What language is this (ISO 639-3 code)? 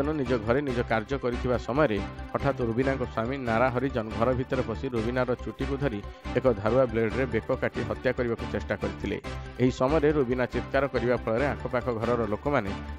ori